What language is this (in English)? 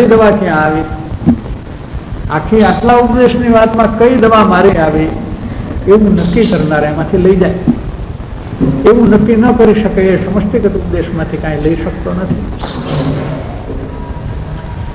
Gujarati